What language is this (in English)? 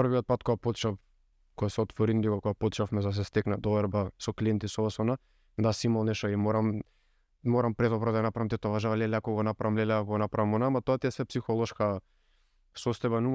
Macedonian